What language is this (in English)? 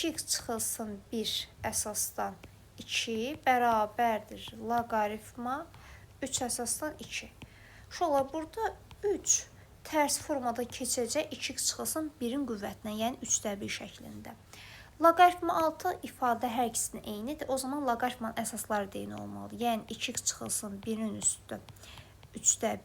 Azerbaijani